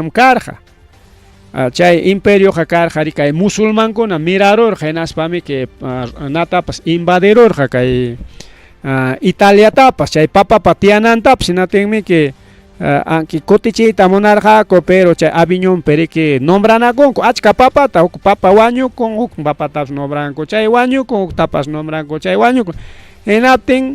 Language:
Ayacucho Quechua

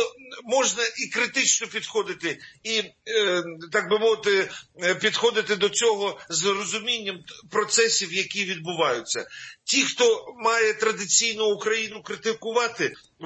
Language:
Ukrainian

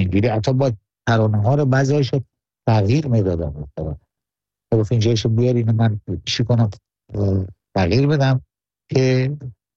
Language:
Persian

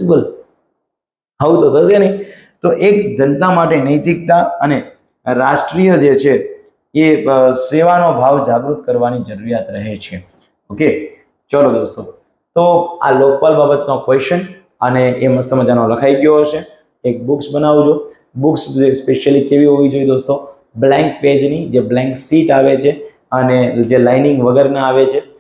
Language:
Gujarati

